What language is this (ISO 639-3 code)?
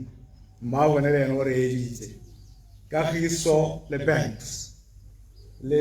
tsn